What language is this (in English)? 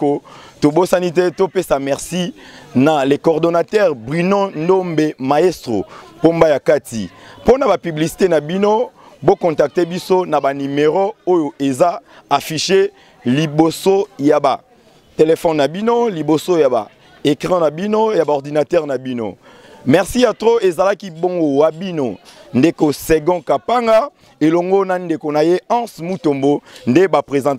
Lingala